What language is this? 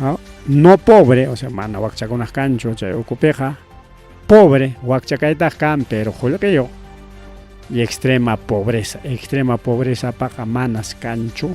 Ayacucho Quechua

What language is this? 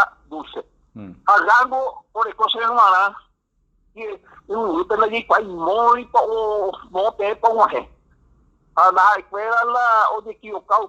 Guarani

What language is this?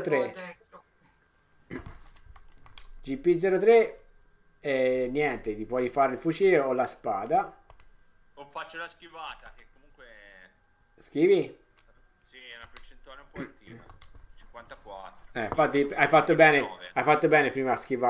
Italian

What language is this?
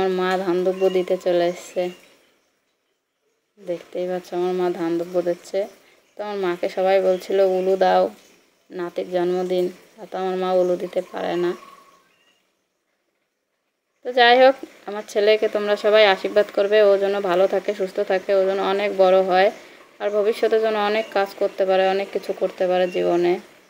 Bangla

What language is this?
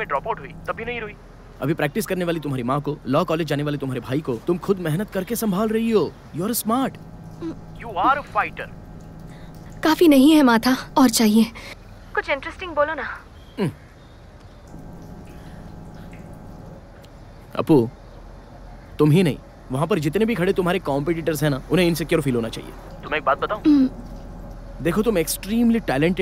Hindi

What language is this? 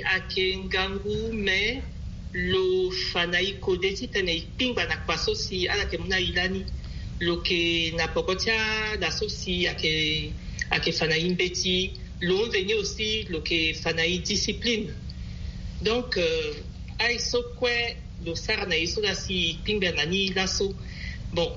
Sango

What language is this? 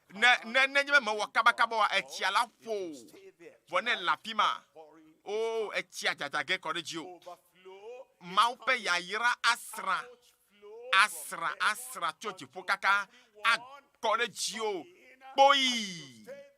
Ewe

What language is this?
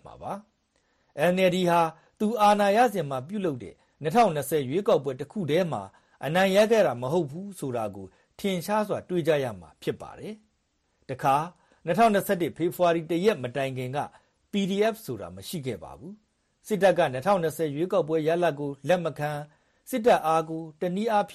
Burmese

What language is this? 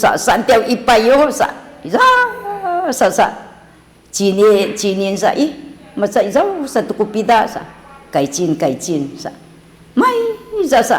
Sakizaya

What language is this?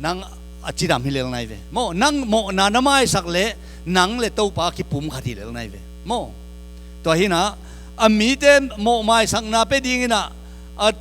Tedim Chin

